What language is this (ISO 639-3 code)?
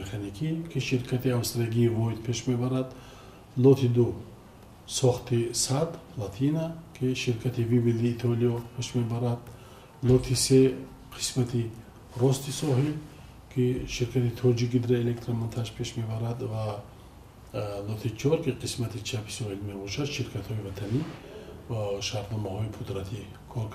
tgk